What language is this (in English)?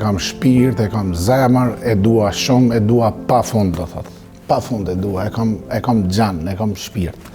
Albanian